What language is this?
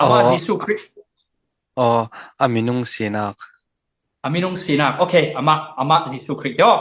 Falam Chin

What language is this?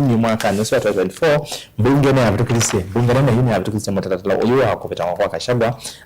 Kamba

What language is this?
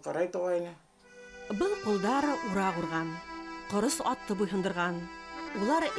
Bashkir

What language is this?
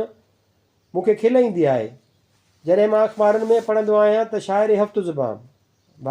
Sindhi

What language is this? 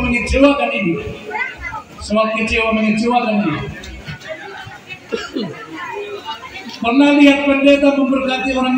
Indonesian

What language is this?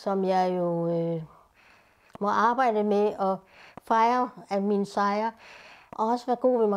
Danish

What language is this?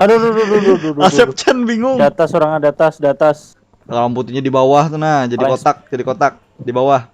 Banjar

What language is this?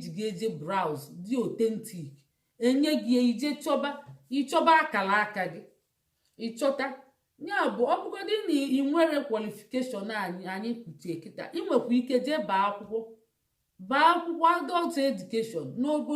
Igbo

